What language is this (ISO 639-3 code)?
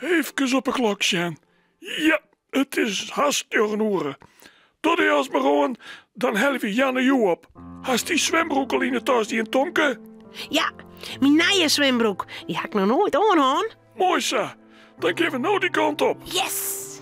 fry